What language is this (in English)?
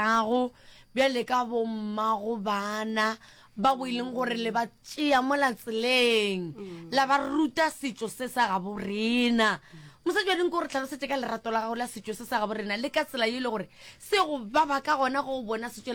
Northern Sotho